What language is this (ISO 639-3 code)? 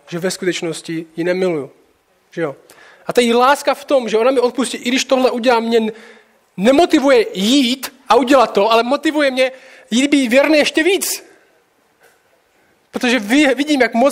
ces